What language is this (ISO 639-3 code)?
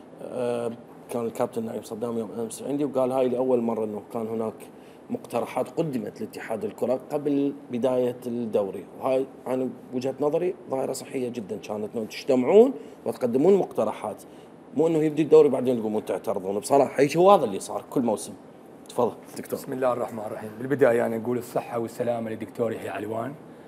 acm